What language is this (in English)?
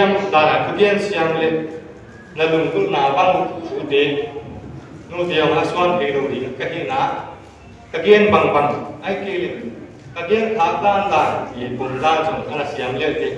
Paite Chin